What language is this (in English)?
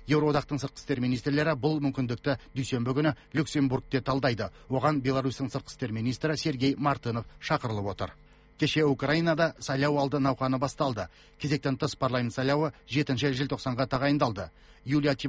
Kazakh